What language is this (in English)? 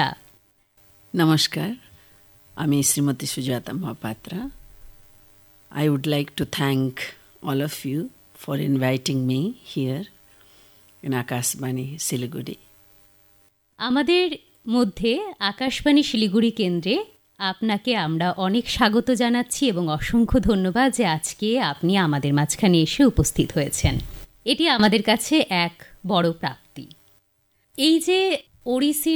Bangla